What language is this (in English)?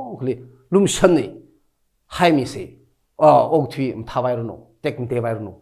Tangkhul Naga (India)